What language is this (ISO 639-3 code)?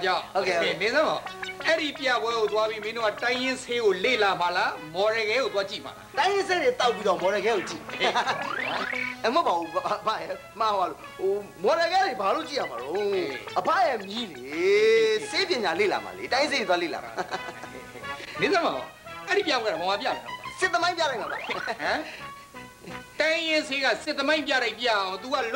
mya